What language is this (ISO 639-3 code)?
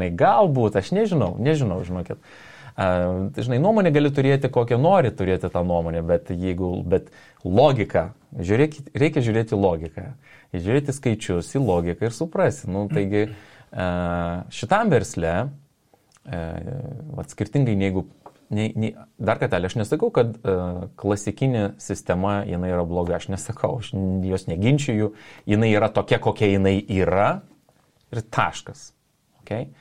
lit